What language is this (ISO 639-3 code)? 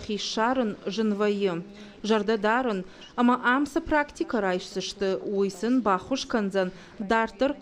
oss